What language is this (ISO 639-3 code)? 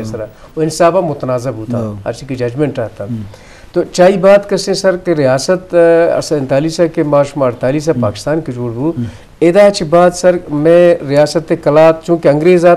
bgp